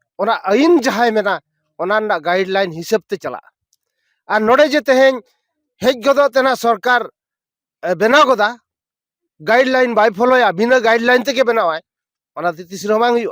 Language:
Santali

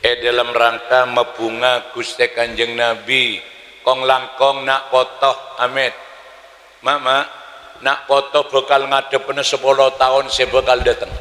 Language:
Madurese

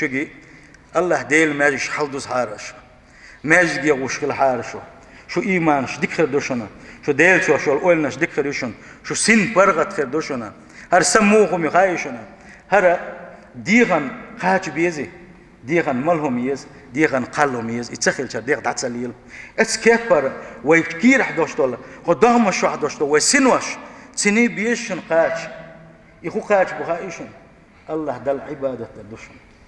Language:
Chechen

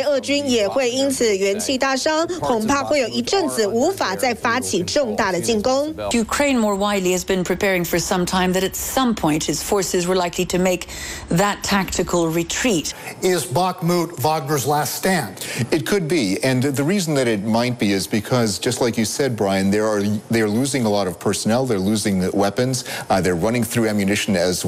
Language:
Chinese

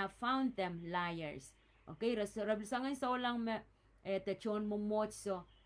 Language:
Pohnpeian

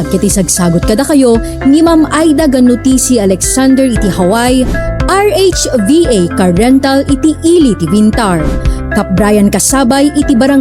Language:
Iloko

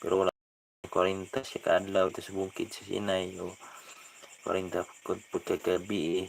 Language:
Cebuano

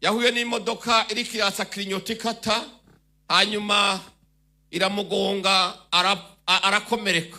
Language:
Rundi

